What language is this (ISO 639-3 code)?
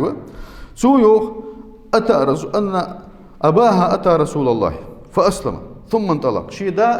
inh